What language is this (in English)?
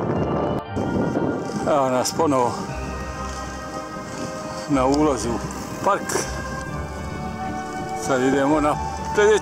Croatian